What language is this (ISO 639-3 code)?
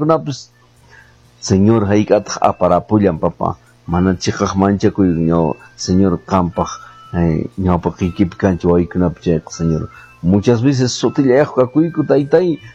que